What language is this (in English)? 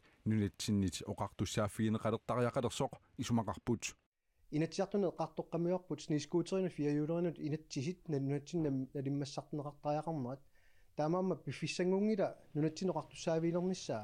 Kalaallisut